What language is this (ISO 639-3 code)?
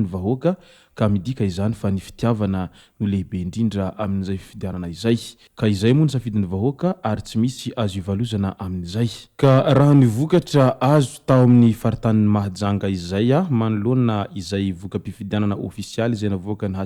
mlg